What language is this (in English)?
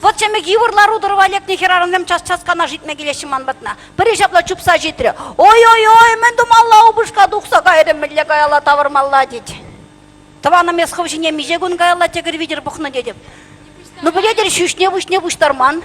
Chuvash